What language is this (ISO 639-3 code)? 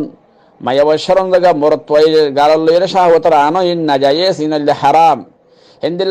rhg